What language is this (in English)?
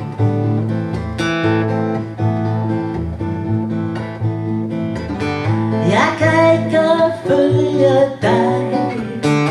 Danish